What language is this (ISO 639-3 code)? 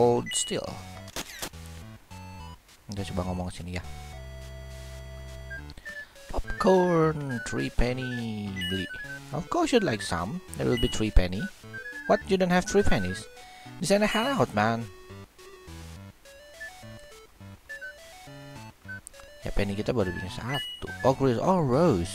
ind